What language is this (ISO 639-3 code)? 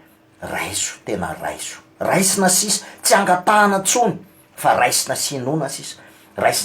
mlg